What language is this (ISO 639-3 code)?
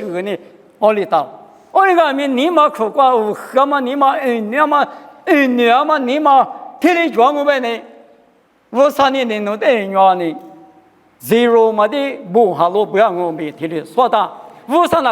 lis